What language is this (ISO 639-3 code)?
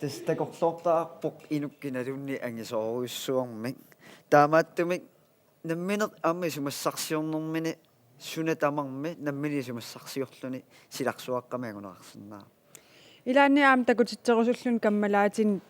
kal